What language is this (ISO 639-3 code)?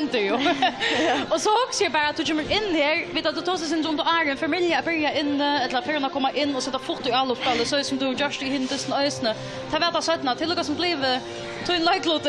fao